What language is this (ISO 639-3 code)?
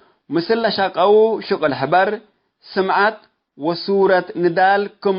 tig